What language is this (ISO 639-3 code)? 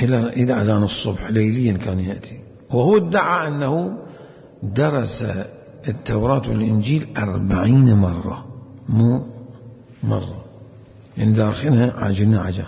acm